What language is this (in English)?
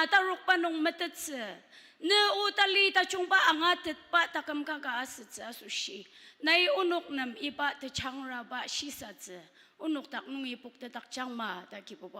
Ao Naga